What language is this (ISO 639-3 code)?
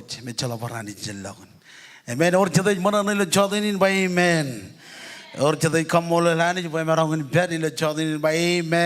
mah